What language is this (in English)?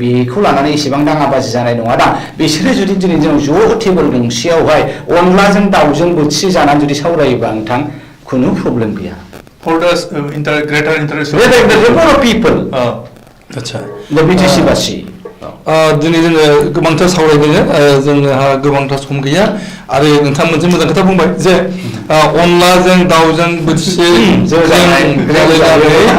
Bodo